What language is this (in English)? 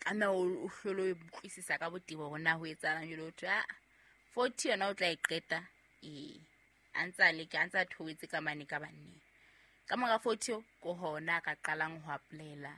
Southern Sotho